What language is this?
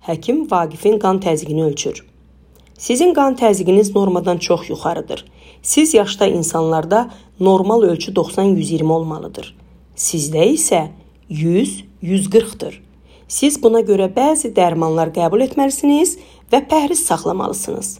Azerbaijani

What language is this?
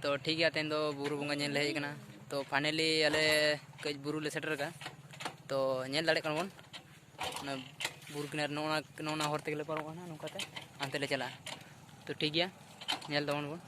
Santali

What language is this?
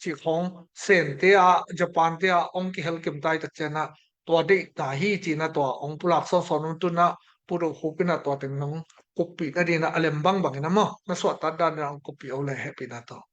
Tedim Chin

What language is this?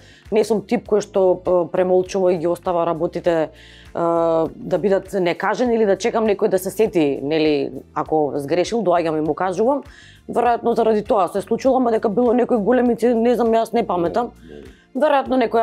Macedonian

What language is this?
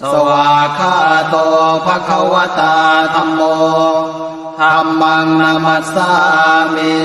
Pali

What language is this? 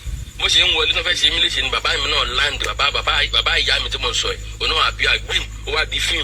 Yoruba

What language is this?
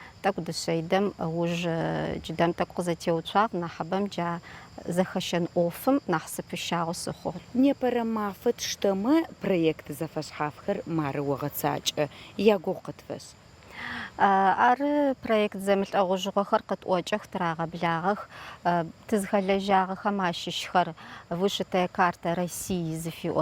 Adyghe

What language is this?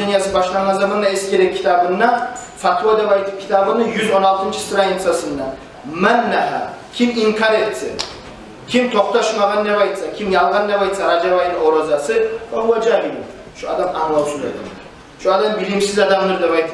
Kumyk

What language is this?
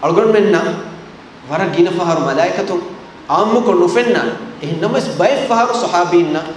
Divehi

